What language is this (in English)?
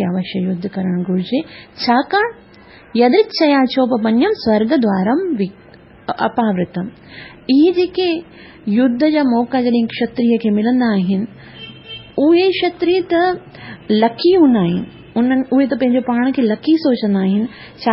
Sindhi